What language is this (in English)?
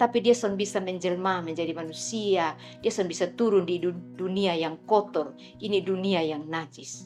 Kupang Malay